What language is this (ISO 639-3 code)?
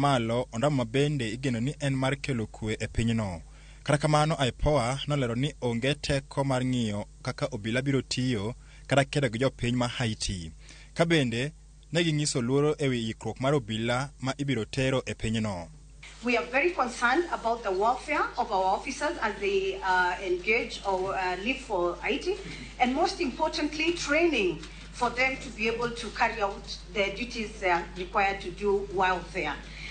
luo